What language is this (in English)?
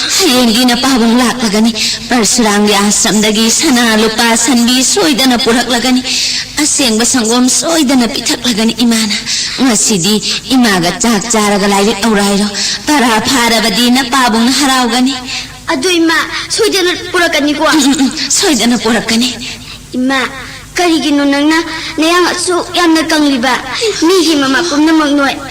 Manipuri